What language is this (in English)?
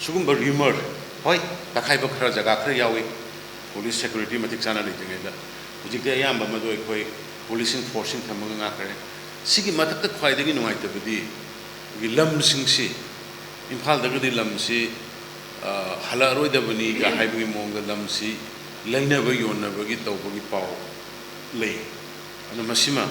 Manipuri